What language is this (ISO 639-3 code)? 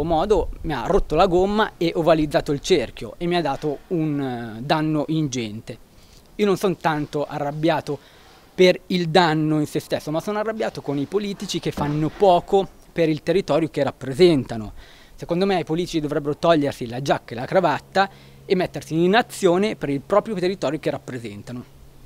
ita